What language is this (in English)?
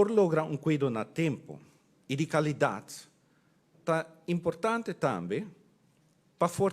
Papiamento